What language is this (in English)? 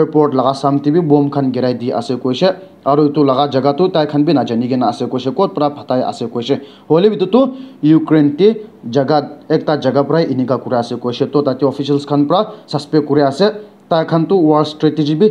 Naga Pidgin